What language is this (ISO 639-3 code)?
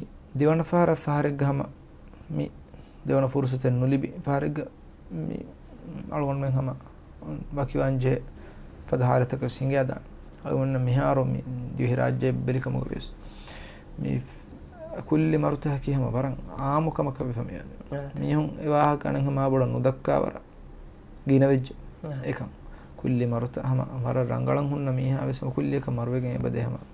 div